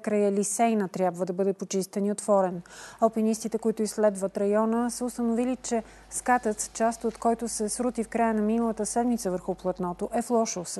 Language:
Bulgarian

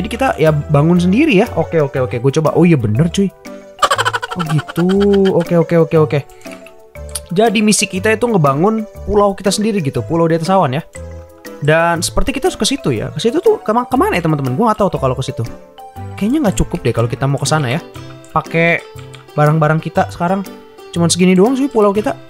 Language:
Indonesian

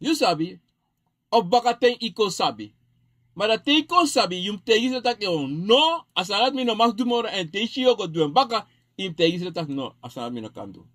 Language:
Sranan Tongo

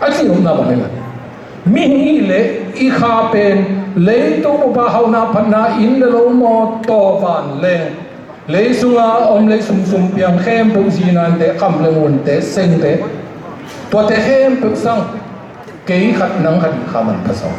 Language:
Tedim Chin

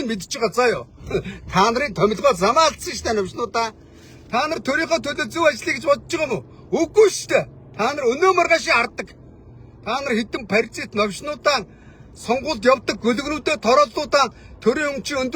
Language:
Mongolian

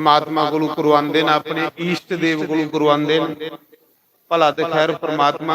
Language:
Dogri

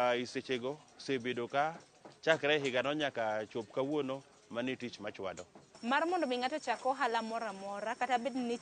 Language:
Luo (Kenya and Tanzania)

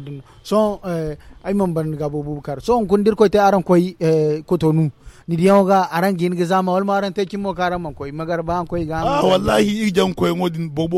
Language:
Zarma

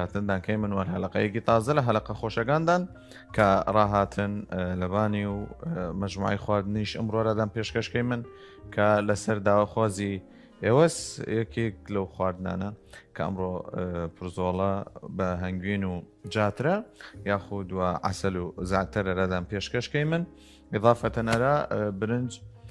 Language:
Southern Kurdish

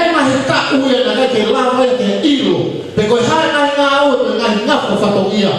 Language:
Tongan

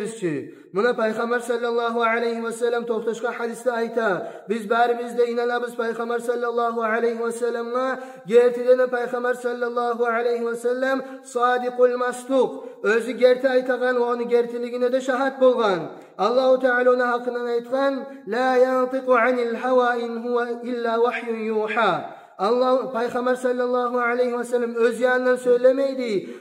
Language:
Kumyk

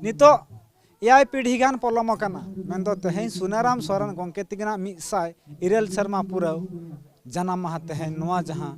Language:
Santali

